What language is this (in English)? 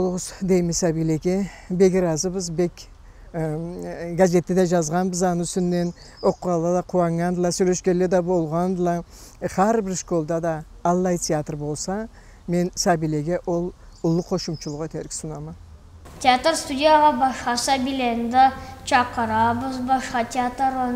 Karachay-Balkar